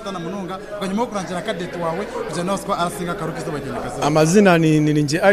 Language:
Nyankole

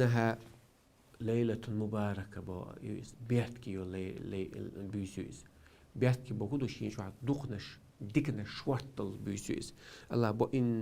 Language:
Chechen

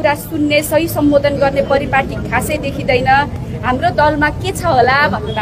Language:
Nepali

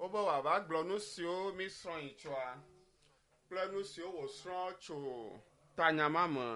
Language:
Ewe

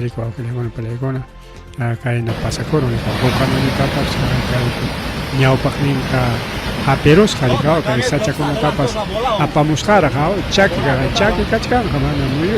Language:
Ayacucho Quechua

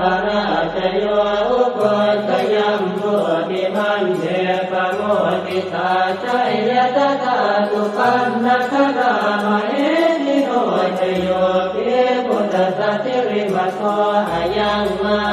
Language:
Pali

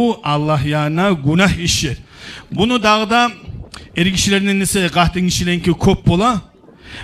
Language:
Kumyk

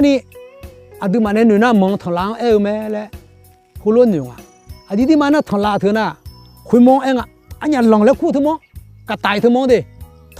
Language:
Akha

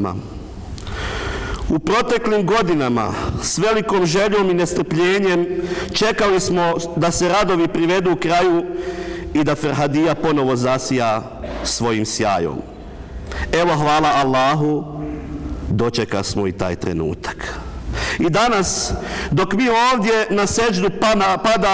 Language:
Bosnian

